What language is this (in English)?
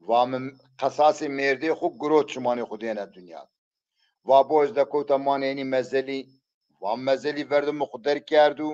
Zaza